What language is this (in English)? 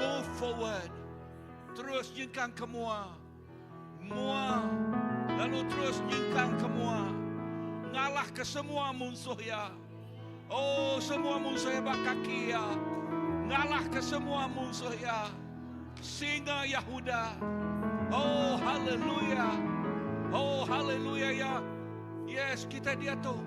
Iban